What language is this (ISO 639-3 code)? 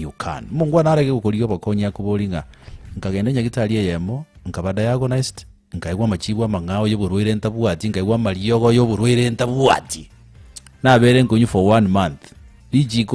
guz